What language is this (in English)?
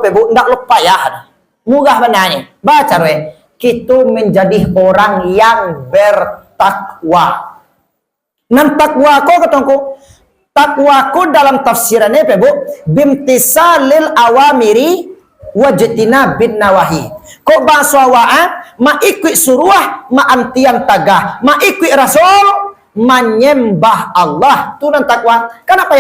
Minangkabau